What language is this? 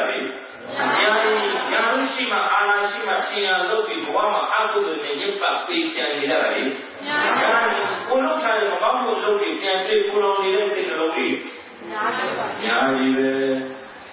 Burmese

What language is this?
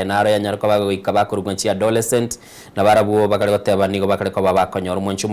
Gusii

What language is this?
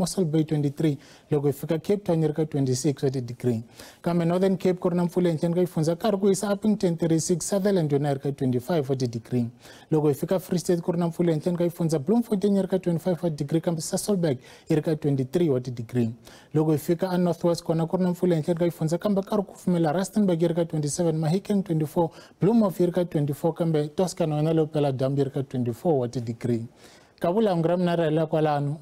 Tsonga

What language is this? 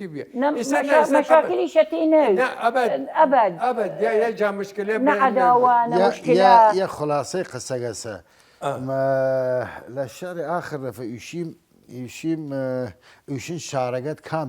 Southern Kurdish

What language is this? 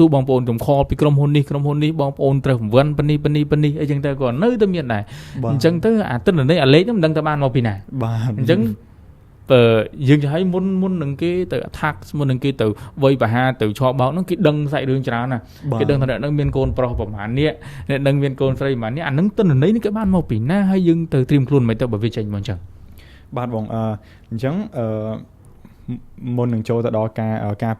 Khmer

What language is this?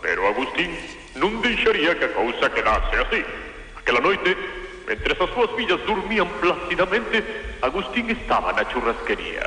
Galician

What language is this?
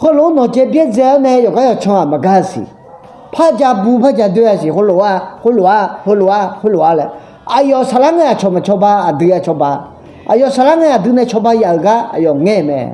Akha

